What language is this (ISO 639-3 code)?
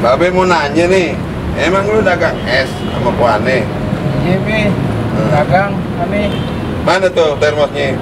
bew